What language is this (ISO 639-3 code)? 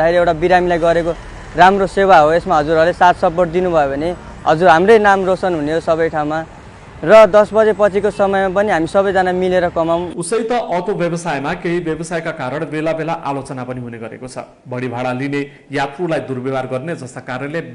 nep